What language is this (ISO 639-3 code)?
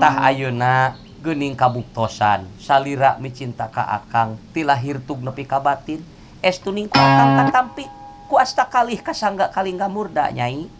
sun